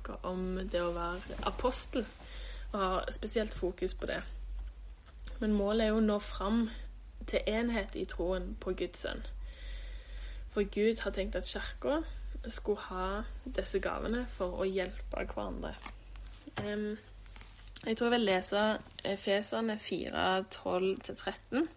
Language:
Norwegian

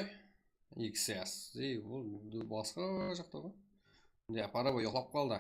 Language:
Kara-Kalpak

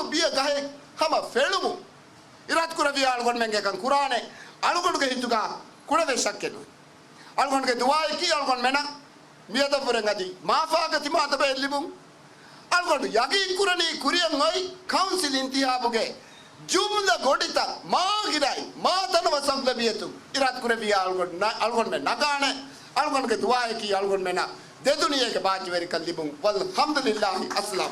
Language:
Divehi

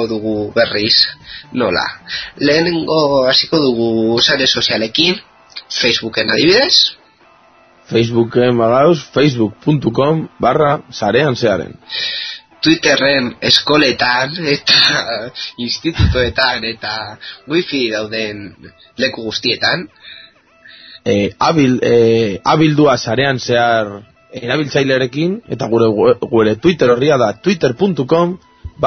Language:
Basque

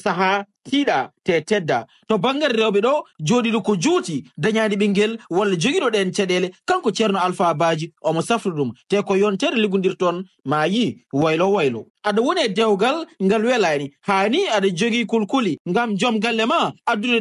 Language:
Fula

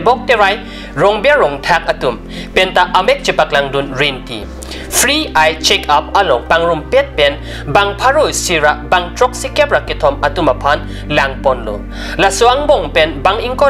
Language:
Karbi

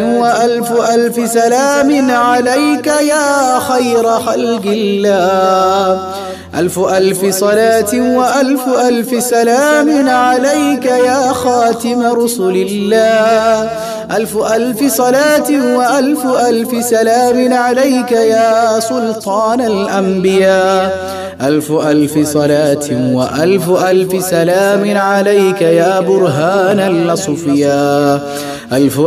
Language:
Malayalam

